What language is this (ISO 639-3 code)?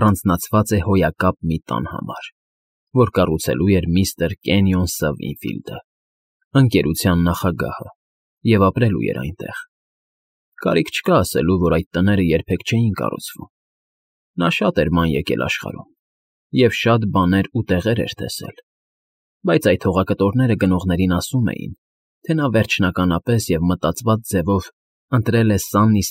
hye